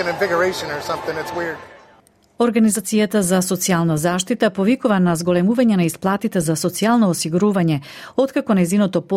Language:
Macedonian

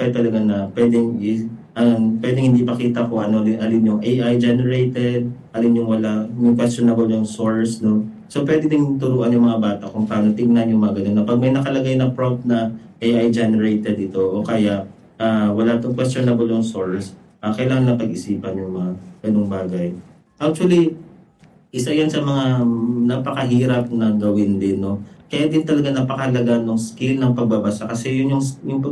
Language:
Filipino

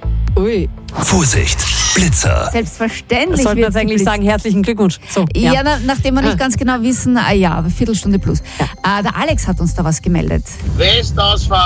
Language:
German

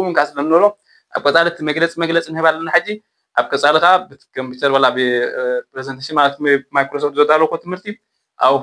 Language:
Tigrinya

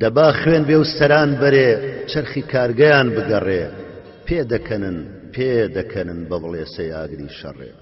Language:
Central Kurdish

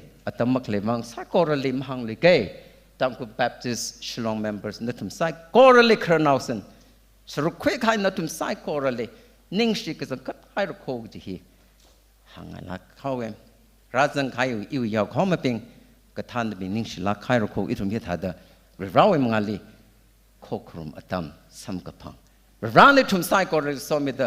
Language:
Tangkhul Naga (India)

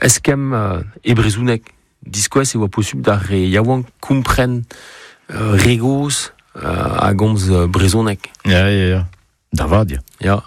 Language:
Breton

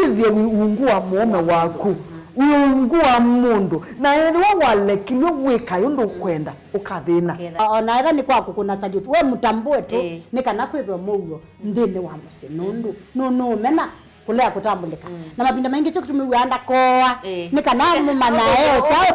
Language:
Kamba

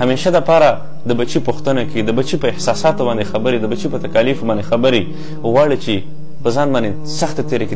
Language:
Pashto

